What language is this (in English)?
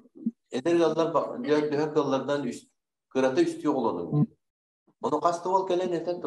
Yakut